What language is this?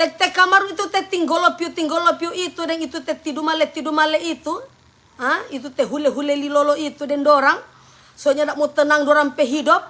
Manado Malay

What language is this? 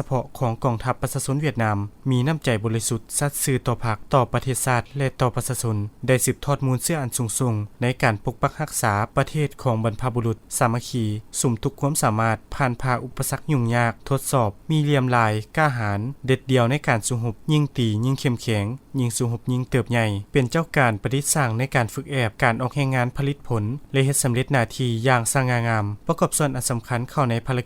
Lao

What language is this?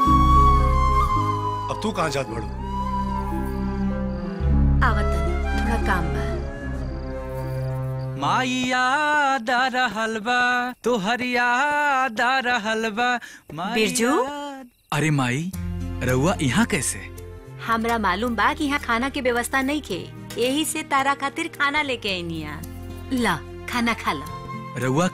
Bhojpuri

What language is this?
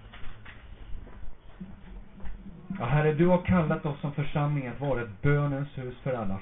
Swedish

